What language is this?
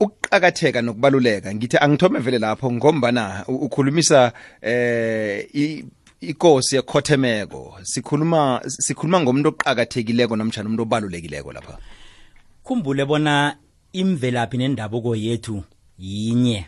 South Ndebele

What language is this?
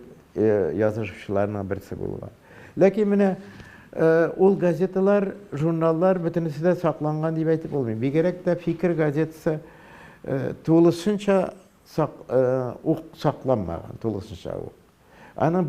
Tatar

